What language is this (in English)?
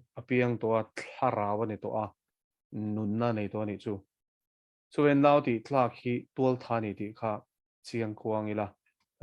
Mizo